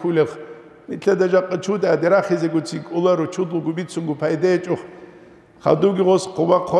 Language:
Avaric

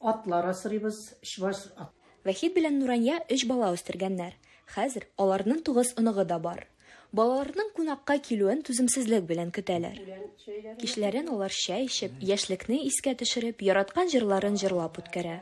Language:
Tatar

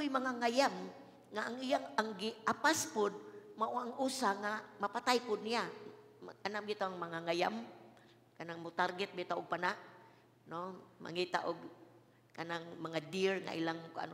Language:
Cebuano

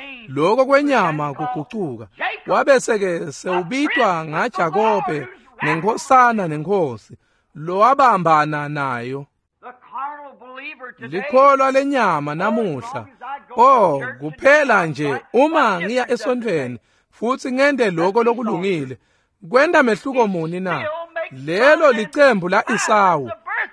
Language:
Swati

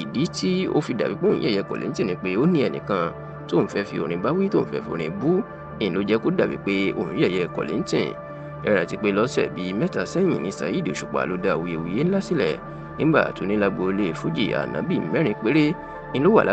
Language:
Yoruba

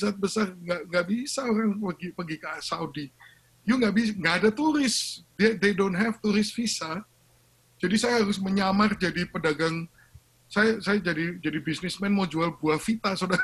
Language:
Indonesian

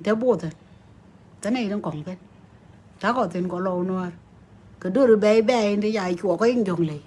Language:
Nuer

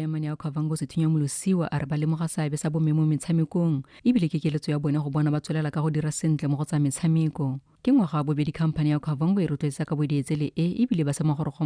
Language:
Tswana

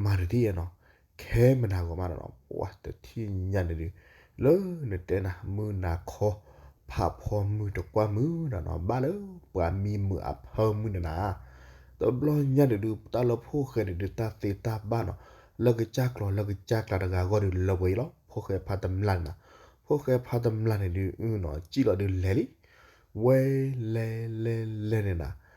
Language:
S'gaw Karen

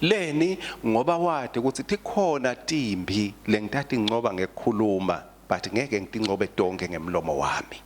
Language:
Swati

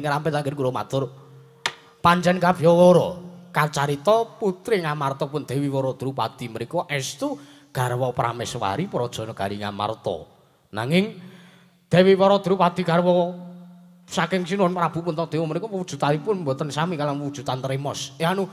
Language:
Javanese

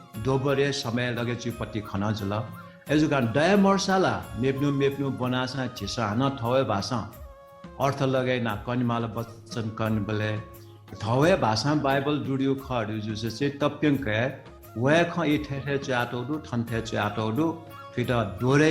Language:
Newari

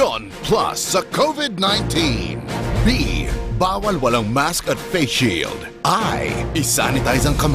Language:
Bikol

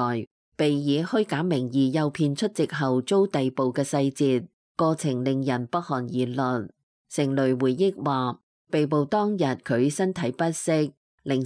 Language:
Cantonese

